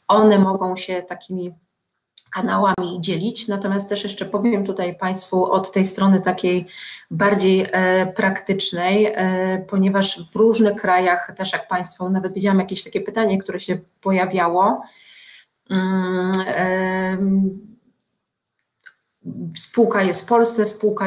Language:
Polish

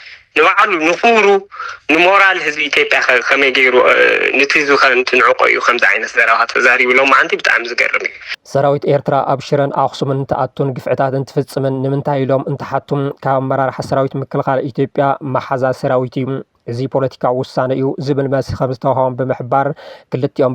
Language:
Tigrinya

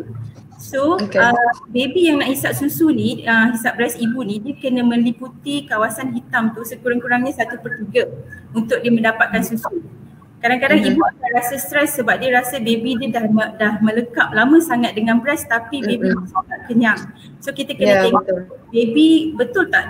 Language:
Malay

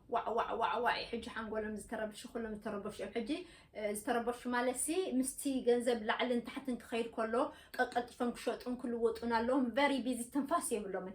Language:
Tigrinya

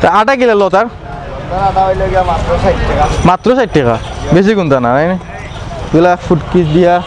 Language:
Sylheti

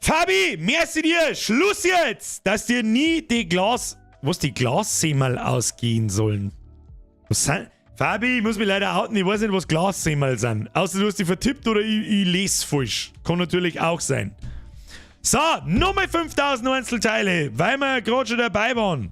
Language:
Bavarian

